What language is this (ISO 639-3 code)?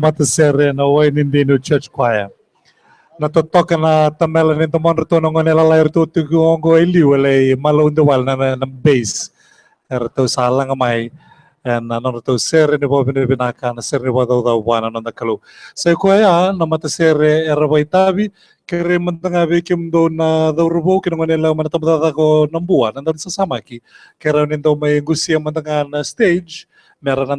fij